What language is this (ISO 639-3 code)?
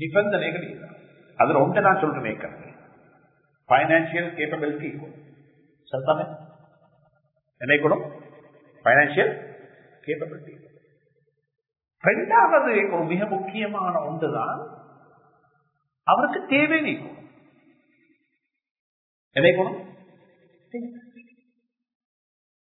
tam